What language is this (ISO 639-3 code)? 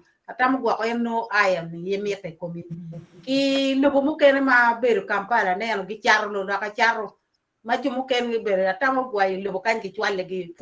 ach